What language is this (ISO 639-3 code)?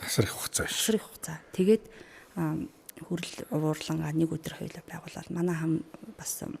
mon